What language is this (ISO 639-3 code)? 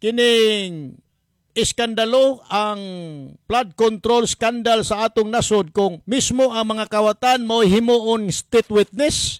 ceb